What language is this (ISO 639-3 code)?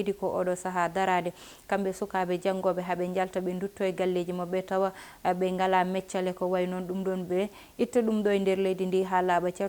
ful